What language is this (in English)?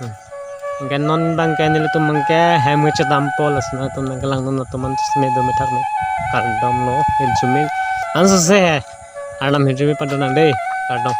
Karbi